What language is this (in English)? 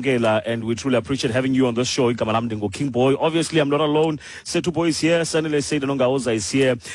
Xhosa